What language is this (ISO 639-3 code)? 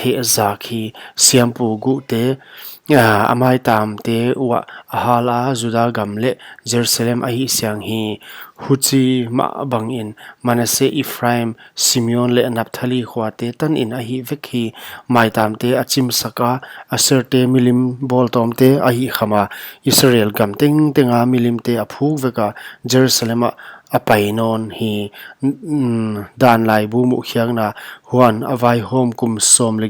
pck